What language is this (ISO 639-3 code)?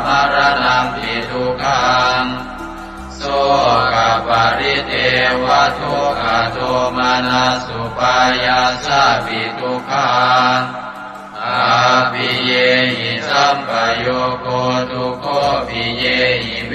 pli